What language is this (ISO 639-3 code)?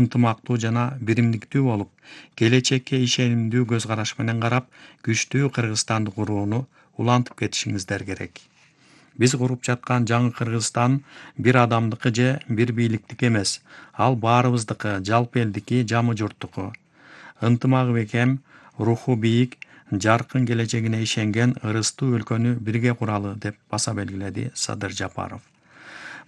kir